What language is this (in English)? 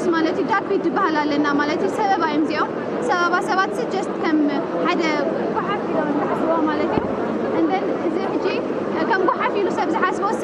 Tigrinya